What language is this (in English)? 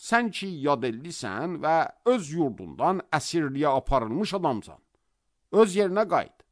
Azerbaijani